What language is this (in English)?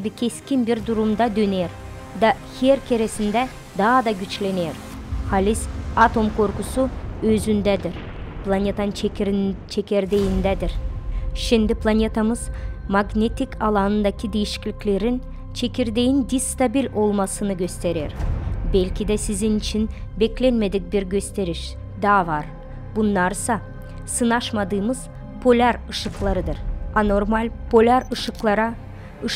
Gagauz